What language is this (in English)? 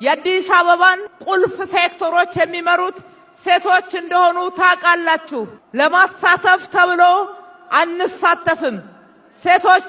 Amharic